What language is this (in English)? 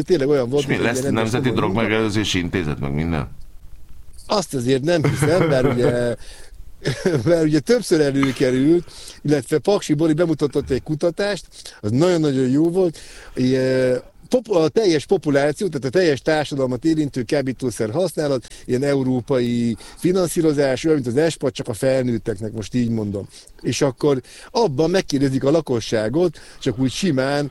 Hungarian